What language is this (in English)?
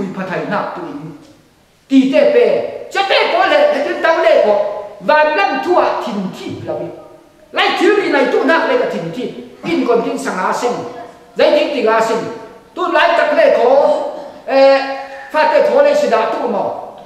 Falam Chin